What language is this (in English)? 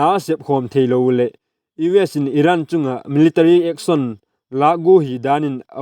Vaiphei